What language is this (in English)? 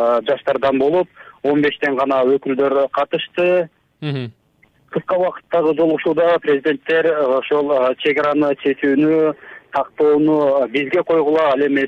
Kyrgyz